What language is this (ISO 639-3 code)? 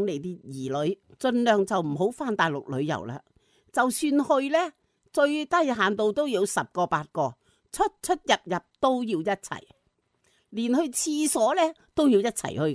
yue